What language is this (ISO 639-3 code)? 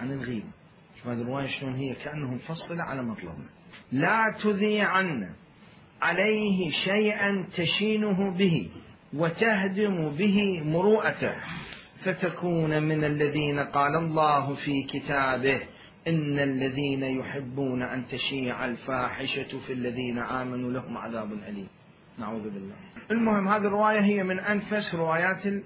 acm